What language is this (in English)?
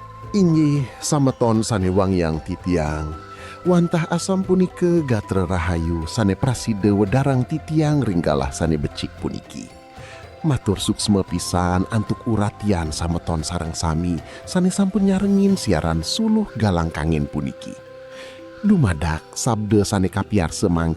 Balinese